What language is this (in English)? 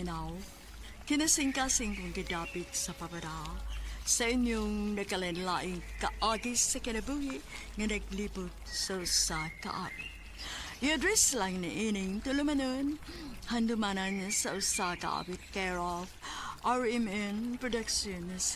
Cebuano